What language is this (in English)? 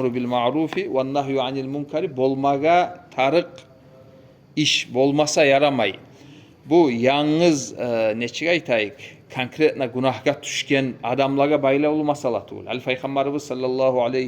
Kumyk